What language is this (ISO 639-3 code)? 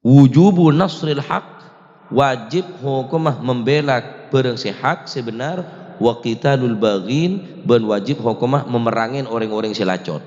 mad